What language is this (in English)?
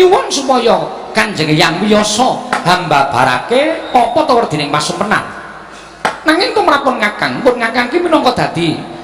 Javanese